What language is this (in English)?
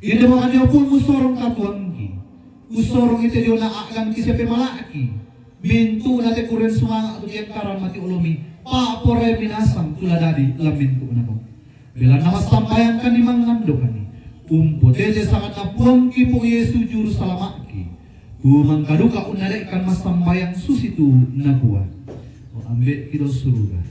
Toraja-Sa'dan